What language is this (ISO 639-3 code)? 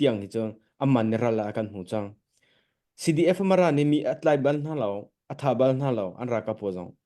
cnh